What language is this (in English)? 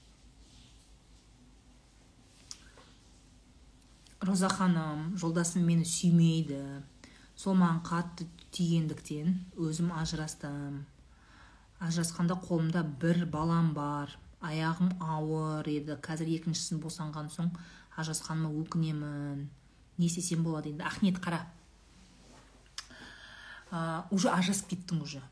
Kazakh